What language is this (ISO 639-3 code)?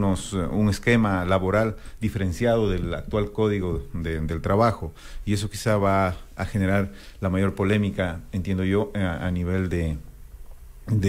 spa